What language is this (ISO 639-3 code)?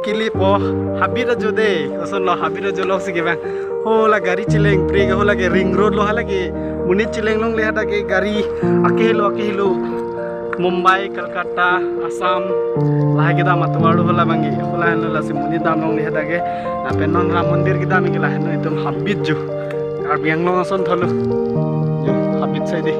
mjw